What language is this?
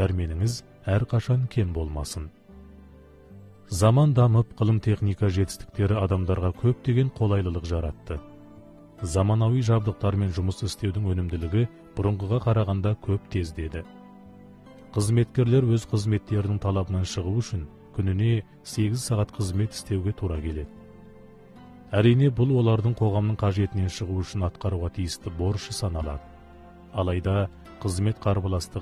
Kazakh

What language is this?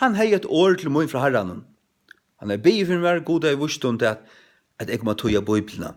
Faroese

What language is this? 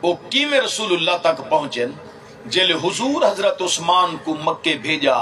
Saraiki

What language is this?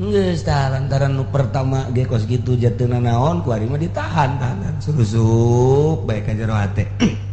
Sundanese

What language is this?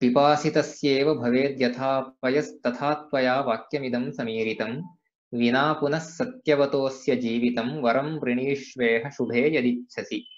Sanskrit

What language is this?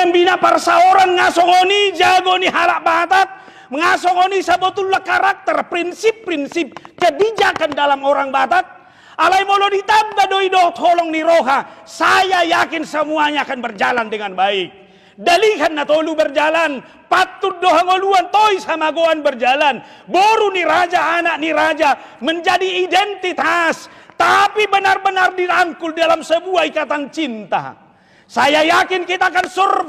Batak Toba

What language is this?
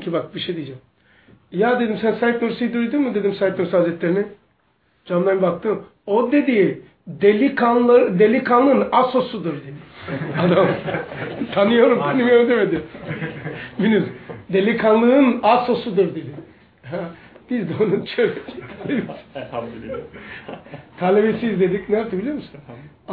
Turkish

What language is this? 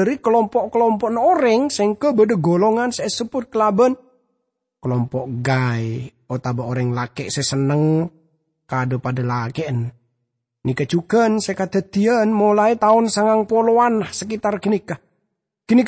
Madurese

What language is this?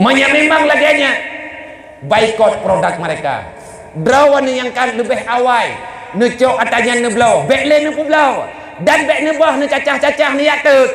Achinese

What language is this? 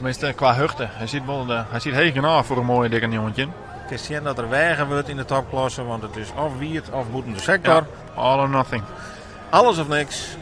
Western Frisian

